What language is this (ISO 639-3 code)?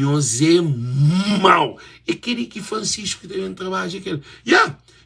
kea